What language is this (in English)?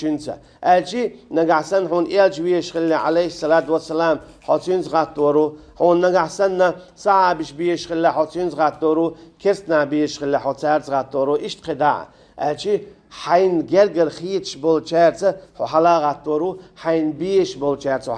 Chechen